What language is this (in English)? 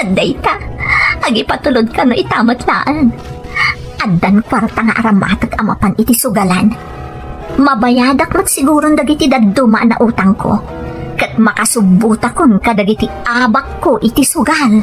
Iloko